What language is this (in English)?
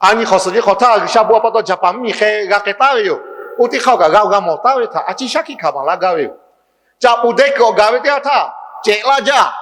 Lahu